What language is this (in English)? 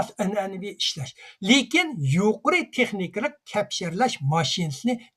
Uyghur